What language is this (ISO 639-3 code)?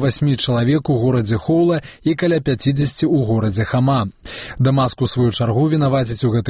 bel